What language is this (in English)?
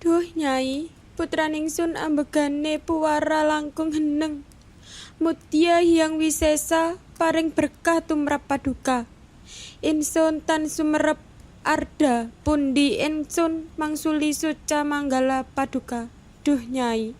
Javanese